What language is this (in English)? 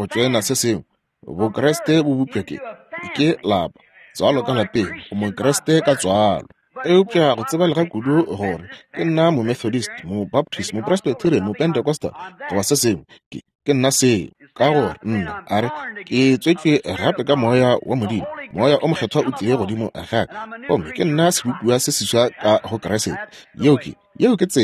Northern Sotho